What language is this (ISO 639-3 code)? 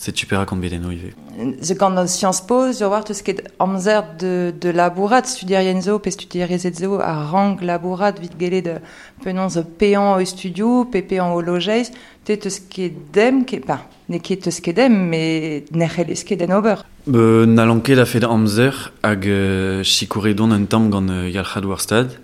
bre